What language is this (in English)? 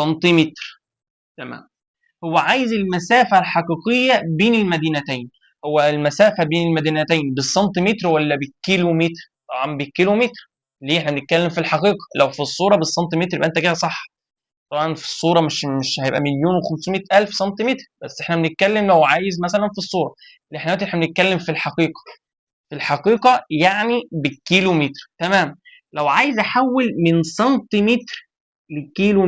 Egyptian Arabic